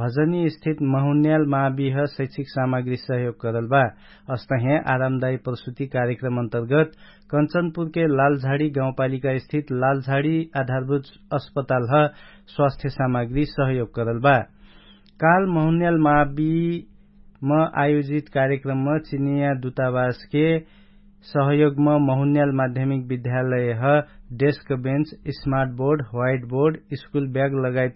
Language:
Dangaura Tharu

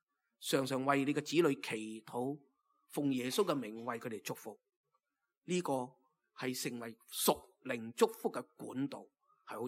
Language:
Cantonese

